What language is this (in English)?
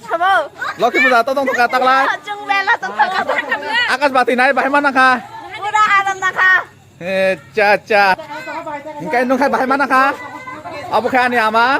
Kok Borok